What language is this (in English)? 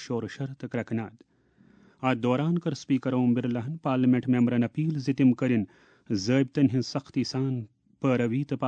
Kashmiri